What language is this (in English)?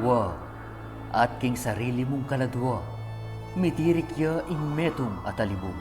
Pampanga